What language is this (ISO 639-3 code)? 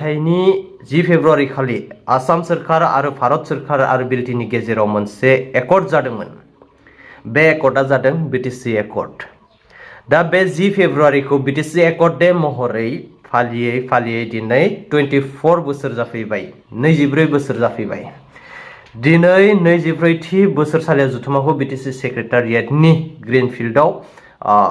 brx